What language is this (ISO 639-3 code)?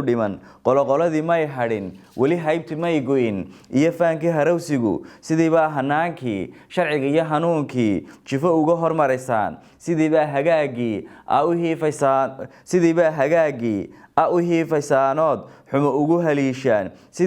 som